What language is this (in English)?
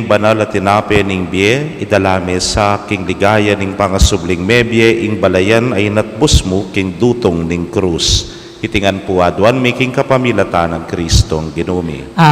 Pampanga